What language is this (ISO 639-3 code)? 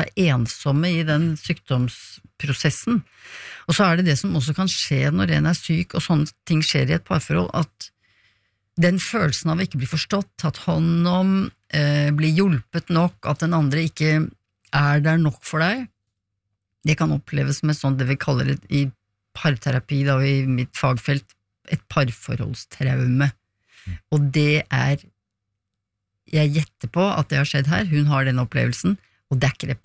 nor